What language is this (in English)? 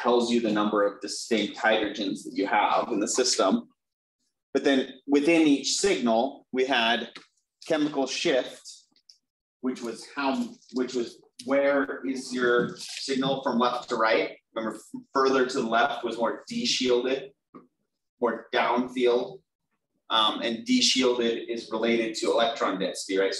English